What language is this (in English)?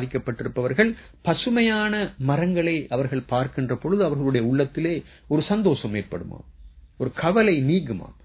Tamil